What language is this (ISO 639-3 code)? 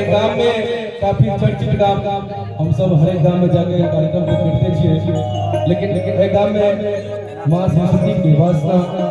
mai